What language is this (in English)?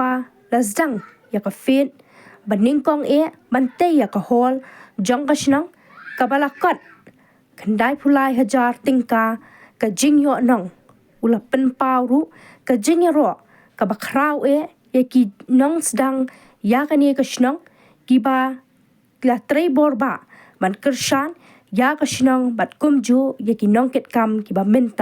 Khasi